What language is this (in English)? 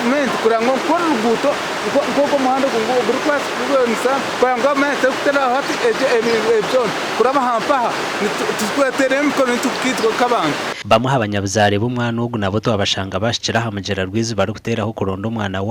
Nyankole